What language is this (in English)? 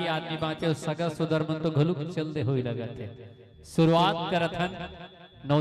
Chhattisgarhi